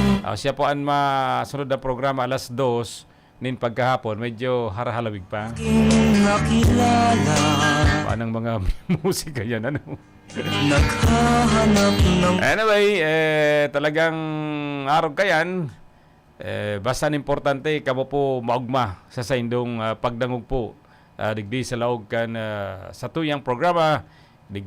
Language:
Bikol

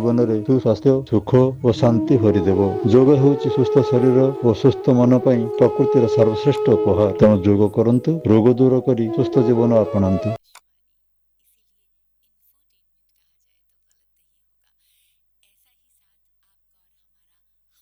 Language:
Odia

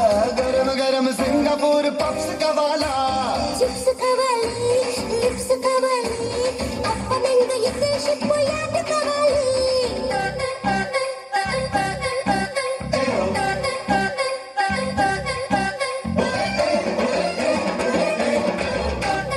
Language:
Telugu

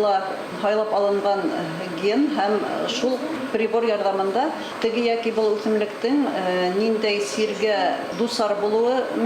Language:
Bashkir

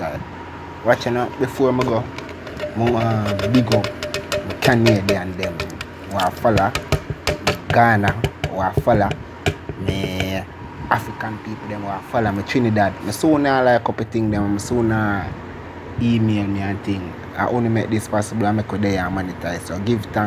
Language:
Jamaican Creole English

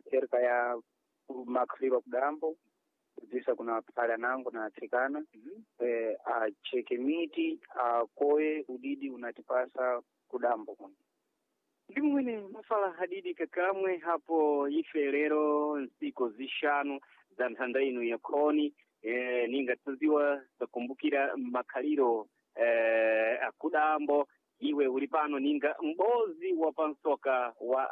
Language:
Sena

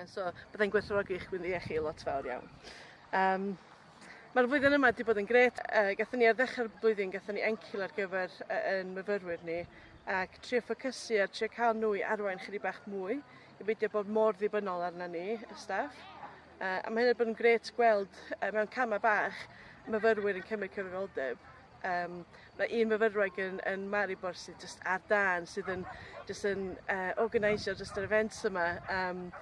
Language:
Welsh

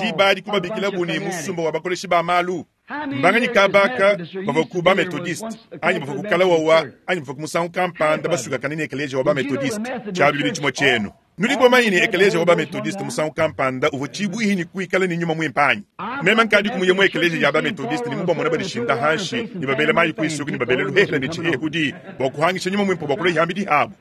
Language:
Luba-Lulua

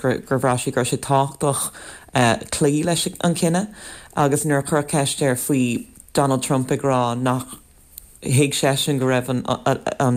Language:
Irish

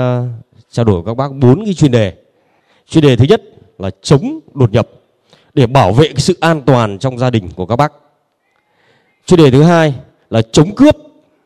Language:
Vietnamese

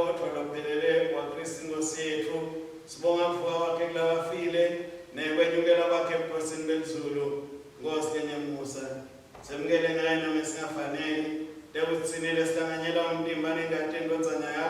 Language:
Swati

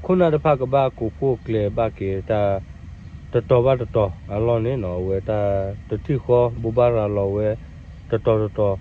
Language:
S'gaw Karen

